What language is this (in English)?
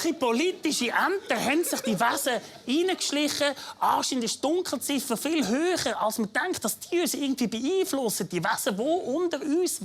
Swiss German